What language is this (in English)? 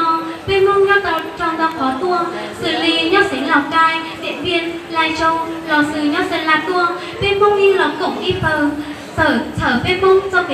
Hmong